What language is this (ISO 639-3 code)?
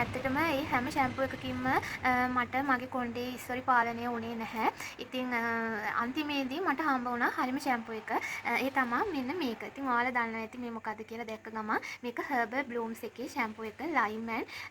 sin